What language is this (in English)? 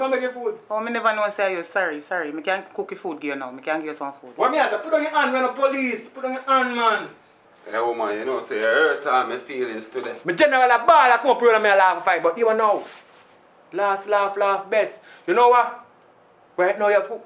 Jamaican Creole English